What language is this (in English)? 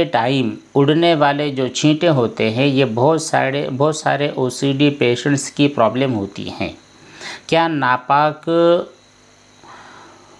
Hindi